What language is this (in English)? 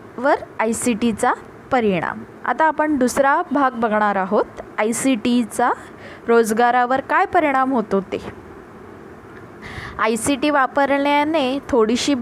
Marathi